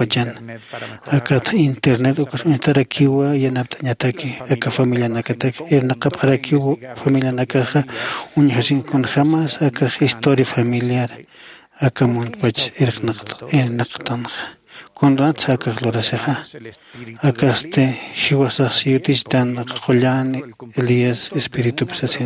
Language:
Aymara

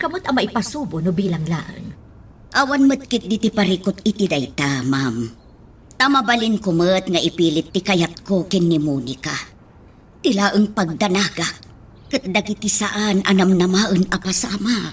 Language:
Iloko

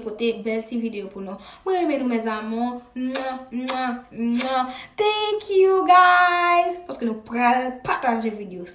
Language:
Haitian Creole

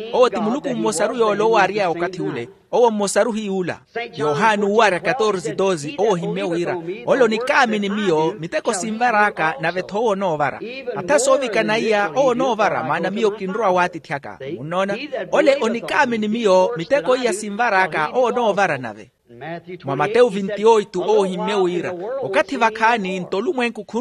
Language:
Makhuwa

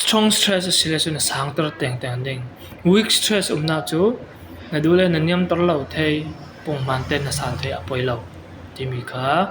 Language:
Falam Chin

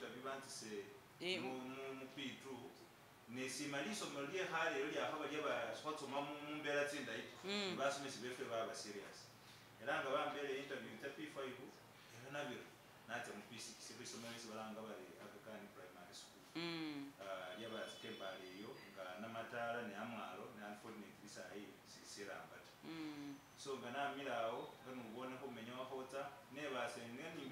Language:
Masaaba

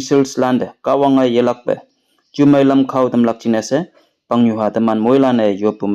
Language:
Konyak Naga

